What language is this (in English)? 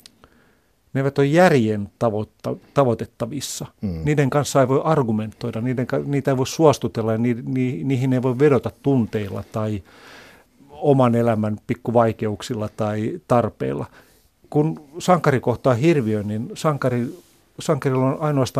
Finnish